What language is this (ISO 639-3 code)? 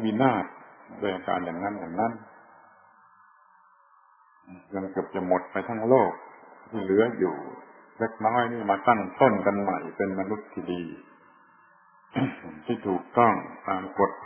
tha